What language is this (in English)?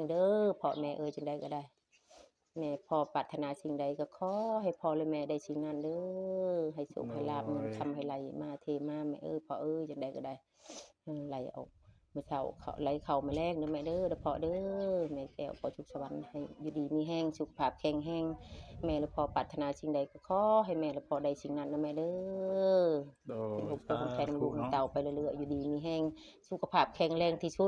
Northeastern Thai